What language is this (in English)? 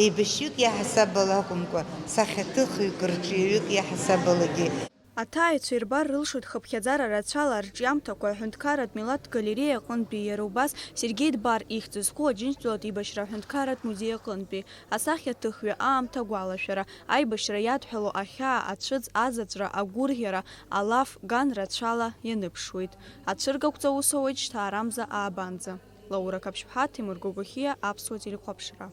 Abkhazian